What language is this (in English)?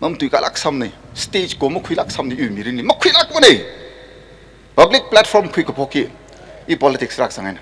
Tangkhul Naga (India)